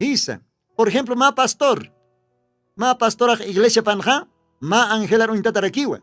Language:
Aymara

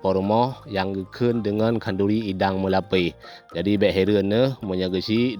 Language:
Achinese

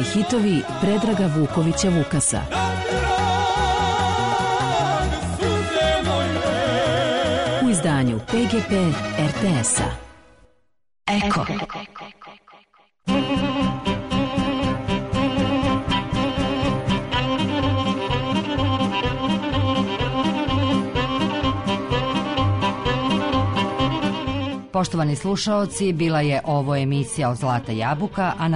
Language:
Serbian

